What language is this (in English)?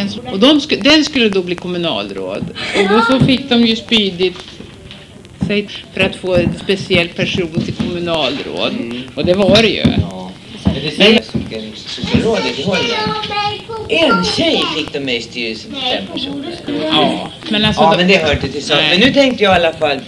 Swedish